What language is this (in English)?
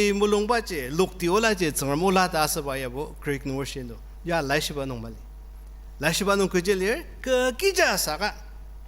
Ao Naga